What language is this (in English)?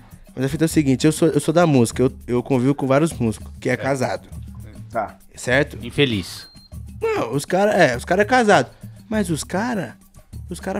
Portuguese